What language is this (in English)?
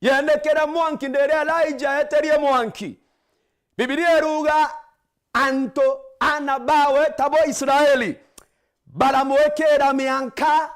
Meru